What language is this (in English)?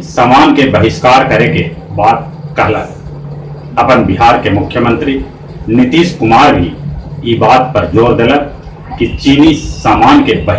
Magahi